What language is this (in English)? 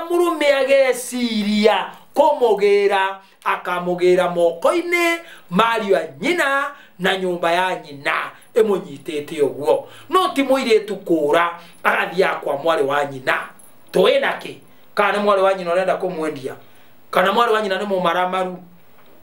Kikuyu